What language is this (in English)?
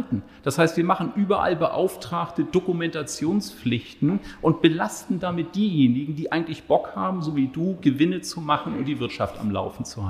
German